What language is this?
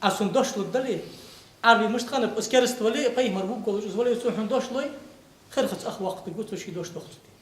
Ingush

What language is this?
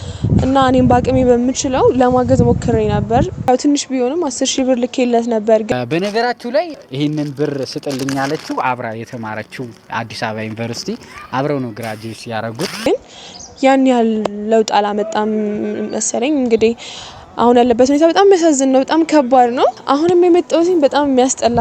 Amharic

